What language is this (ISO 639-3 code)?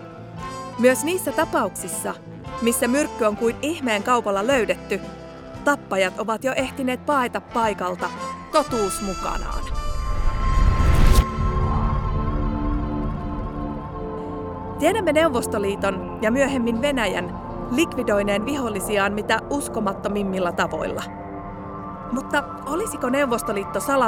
fin